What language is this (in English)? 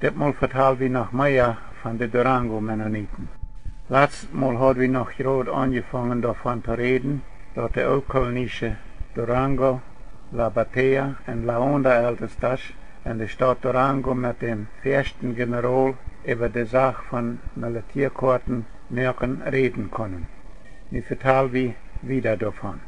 Plautdietsch